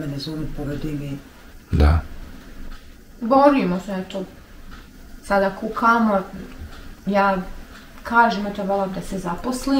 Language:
Bosnian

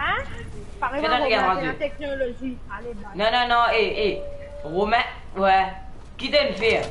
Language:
Morisyen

